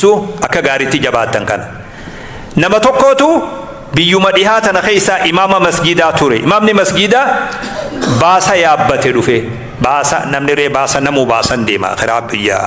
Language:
Oromo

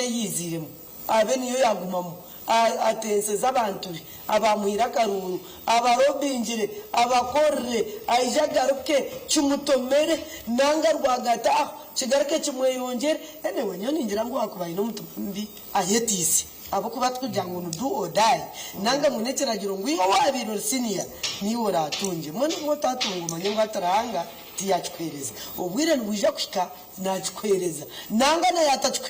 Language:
Nyankole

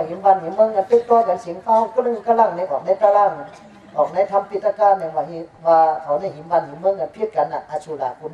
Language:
Shan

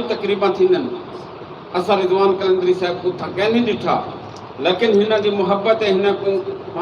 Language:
Saraiki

